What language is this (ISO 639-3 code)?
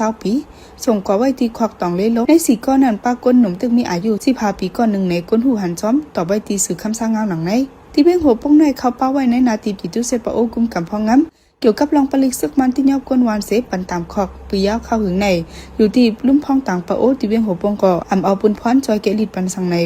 shn